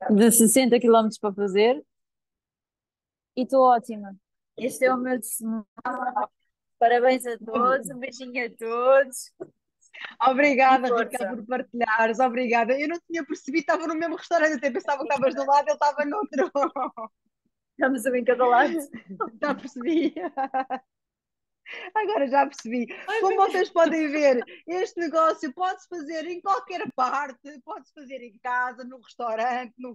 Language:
Portuguese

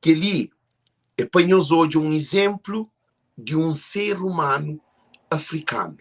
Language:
Kabuverdianu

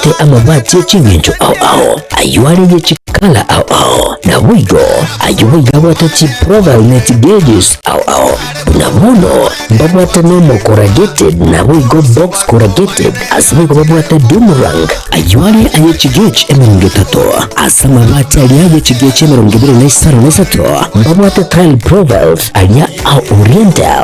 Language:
Gusii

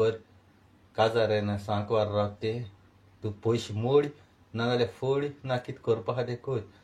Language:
Konkani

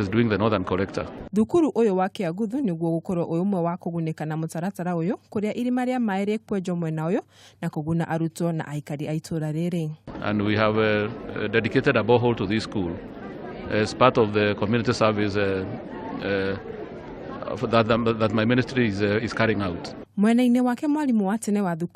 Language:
Kikuyu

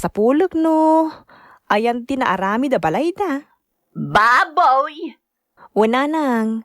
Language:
Iloko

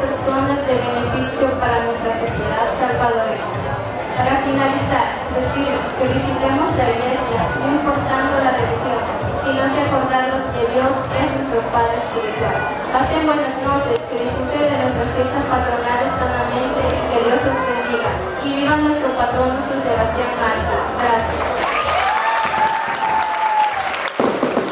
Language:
Spanish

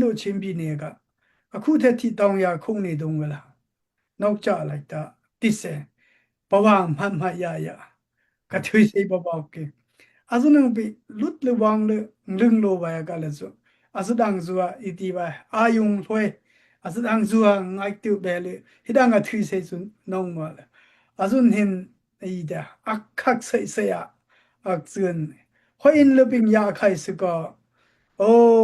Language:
Daai Chin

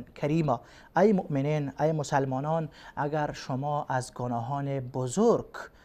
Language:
Persian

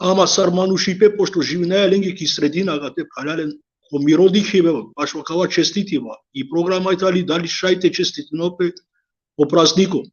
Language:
Balkan Romani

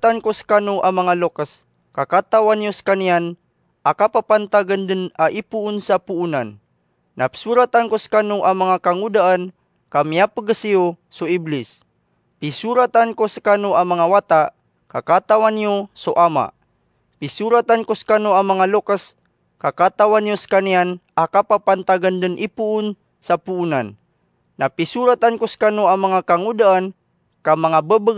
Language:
Maranao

